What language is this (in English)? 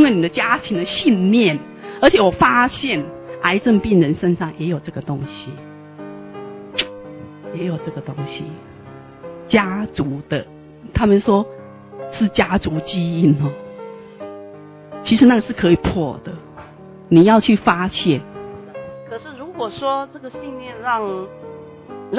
Chinese